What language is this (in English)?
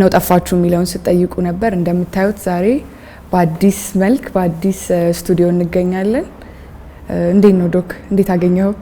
Amharic